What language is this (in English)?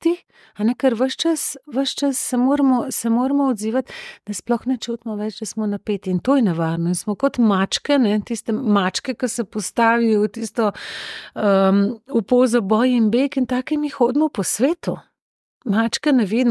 Slovenian